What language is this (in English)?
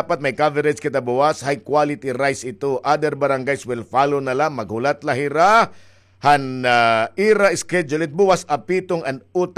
Waray